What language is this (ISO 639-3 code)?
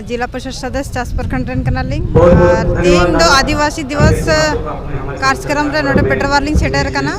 sat